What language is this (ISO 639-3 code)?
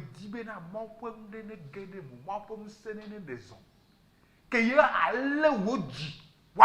ewe